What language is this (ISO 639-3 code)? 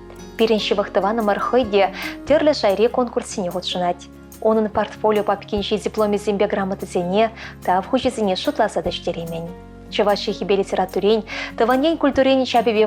chv